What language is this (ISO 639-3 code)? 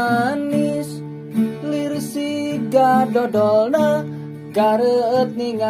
sun